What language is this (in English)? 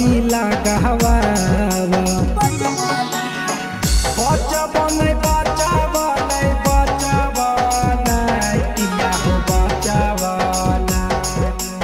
Bhojpuri